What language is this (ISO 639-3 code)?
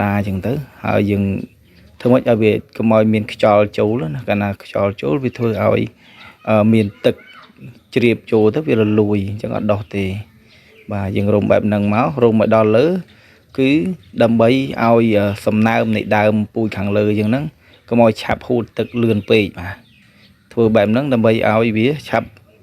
khm